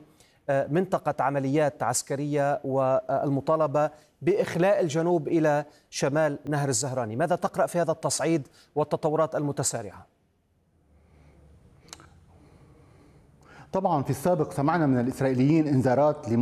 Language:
Arabic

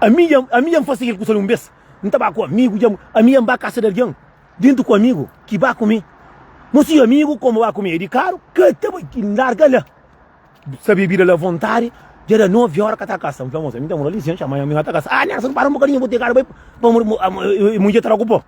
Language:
Kabuverdianu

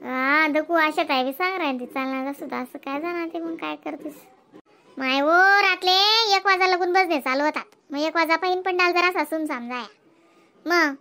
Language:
Khandesi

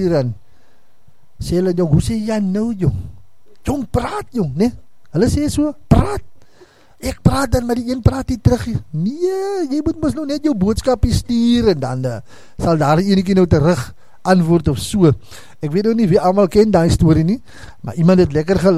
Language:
Afrikaans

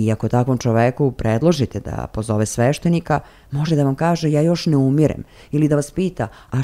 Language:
Serbian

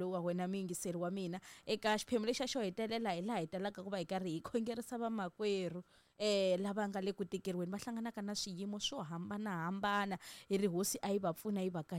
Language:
Tsonga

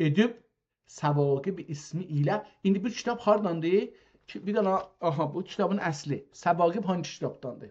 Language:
South Azerbaijani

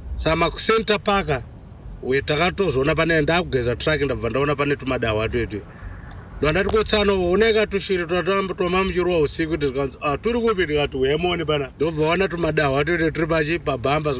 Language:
Shona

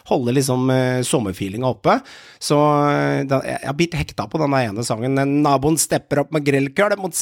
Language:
Norwegian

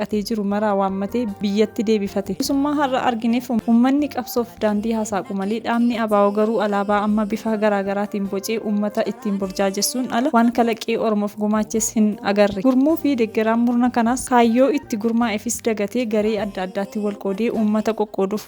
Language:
Oromo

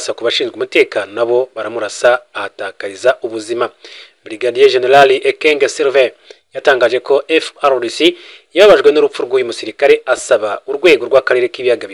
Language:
Kinyarwanda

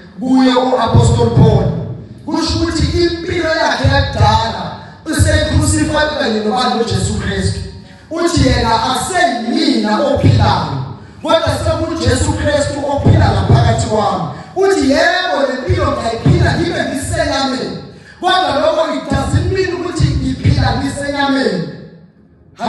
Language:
Zulu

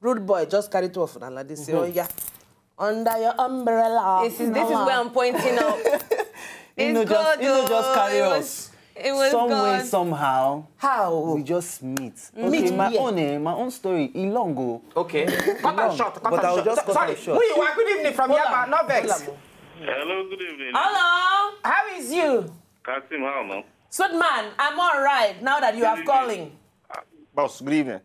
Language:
Nigerian Pidgin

